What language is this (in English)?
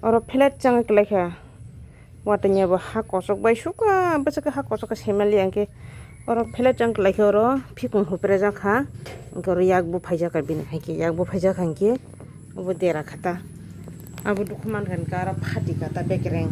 Kok Borok